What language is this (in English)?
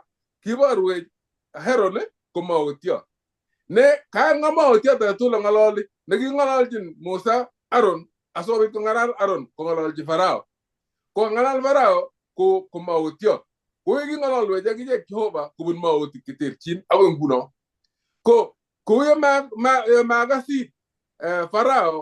Kalenjin